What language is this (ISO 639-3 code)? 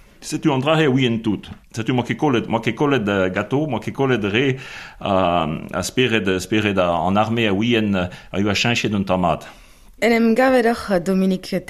bre